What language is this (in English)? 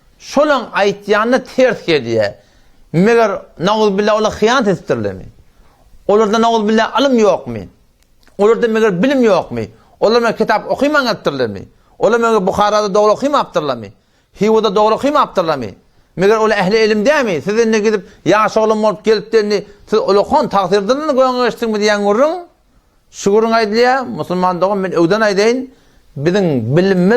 Turkmen